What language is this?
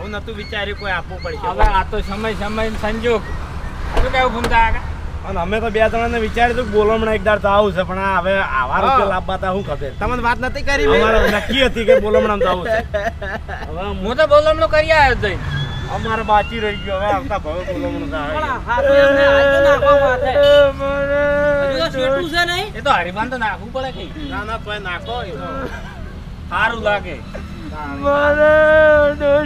Gujarati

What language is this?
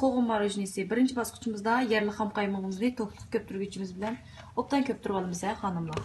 Uyghur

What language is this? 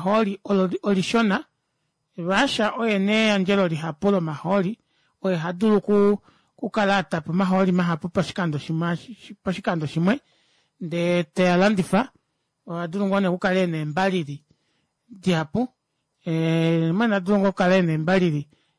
Kuanyama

